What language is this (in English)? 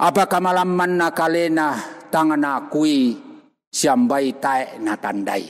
Toraja-Sa'dan